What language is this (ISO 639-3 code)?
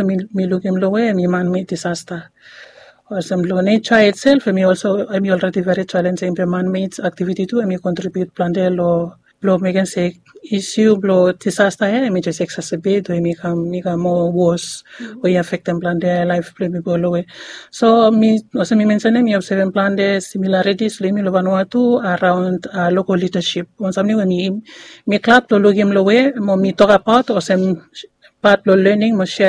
bis